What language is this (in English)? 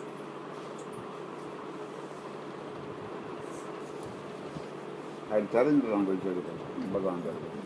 Telugu